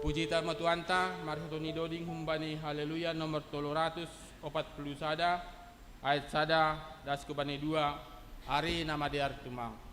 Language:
Batak Simalungun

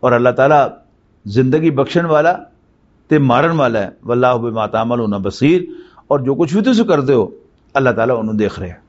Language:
Western Panjabi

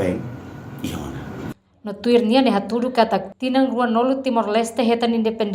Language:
Tetum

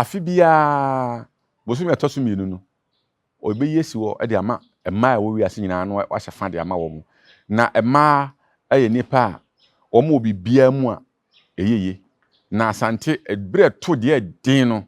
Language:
Akan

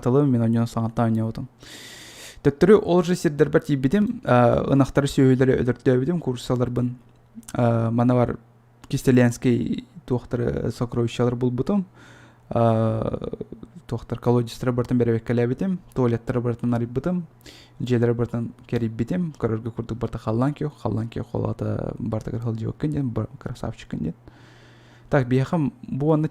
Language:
Yakut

